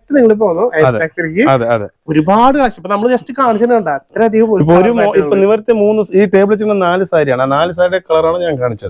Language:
Malayalam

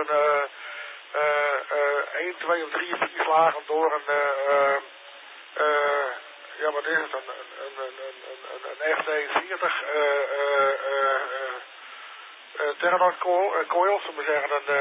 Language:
Dutch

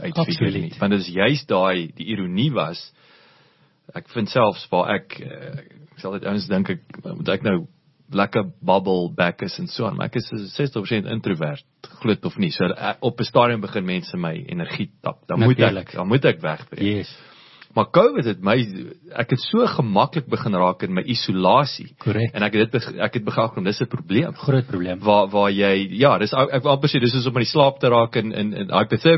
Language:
Afrikaans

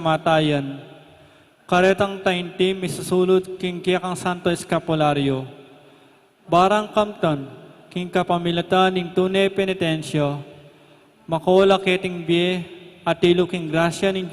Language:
Pampanga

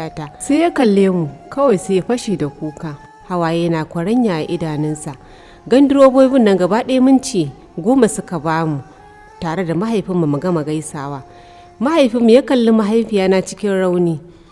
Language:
Hausa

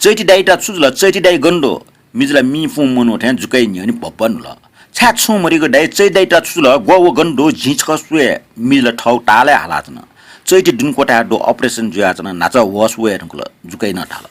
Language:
Newari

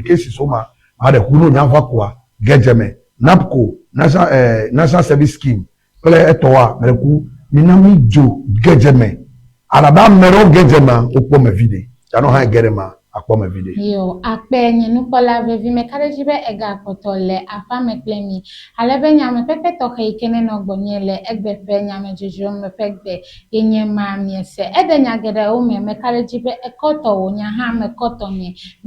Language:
Ewe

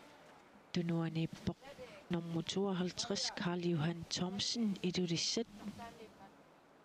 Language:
Kalaallisut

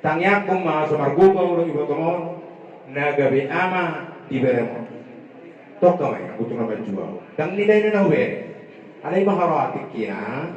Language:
Batak Toba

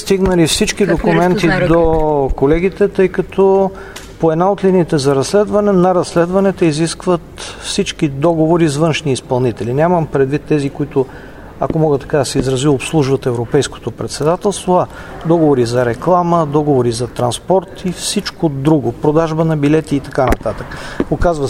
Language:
Bulgarian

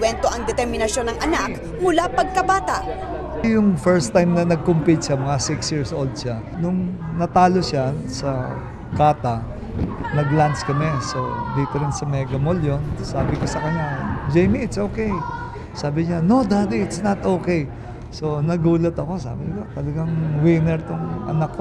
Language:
Filipino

